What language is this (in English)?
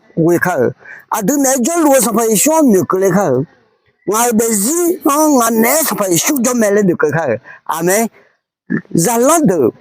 Akha